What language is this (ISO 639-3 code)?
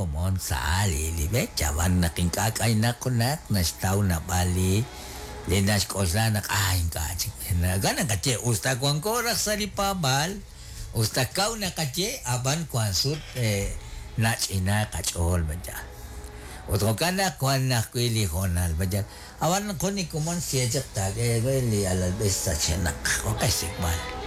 kek